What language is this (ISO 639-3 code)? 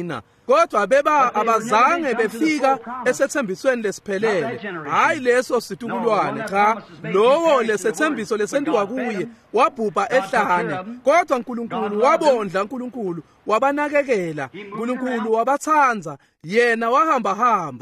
ssw